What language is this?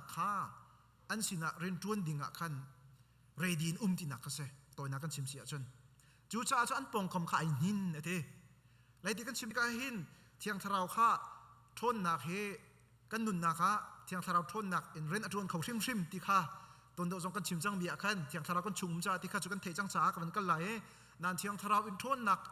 Hakha Chin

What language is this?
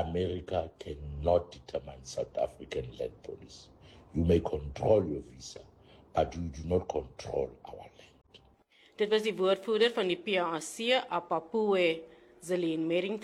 Afrikaans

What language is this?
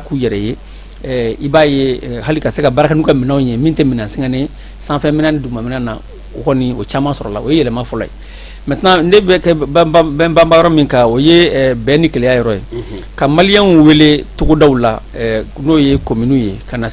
Bambara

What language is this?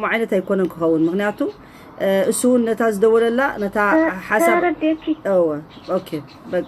Tigrinya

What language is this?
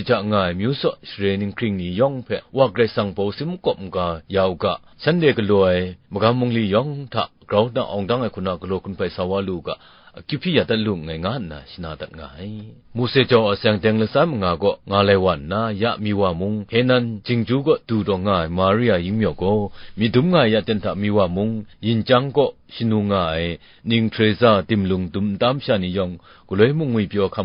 Kachin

